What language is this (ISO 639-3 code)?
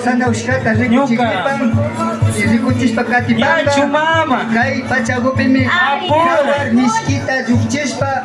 qvi